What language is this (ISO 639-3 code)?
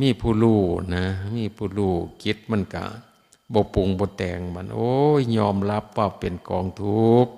tts